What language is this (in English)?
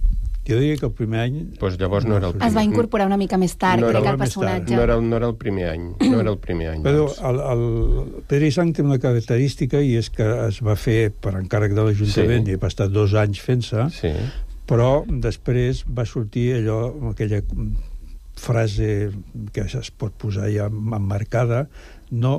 Catalan